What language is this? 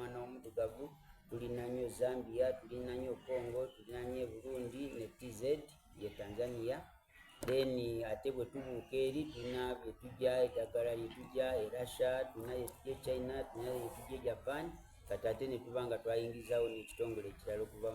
Soga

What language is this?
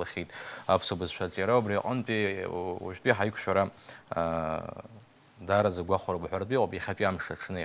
Abkhazian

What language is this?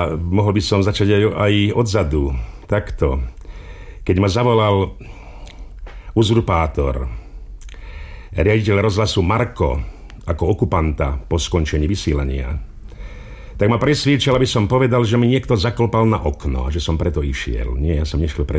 Slovak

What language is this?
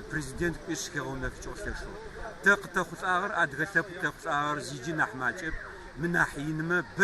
Adyghe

